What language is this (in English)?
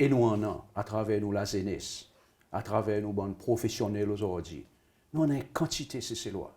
Seselwa Creole French